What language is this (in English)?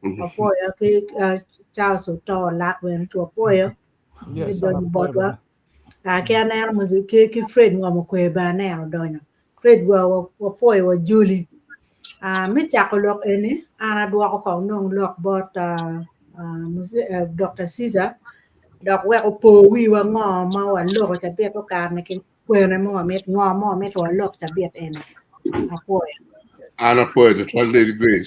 Acoli